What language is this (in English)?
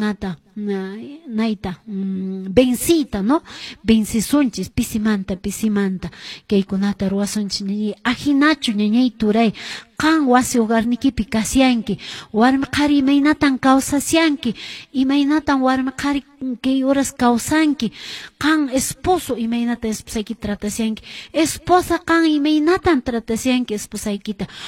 Quechua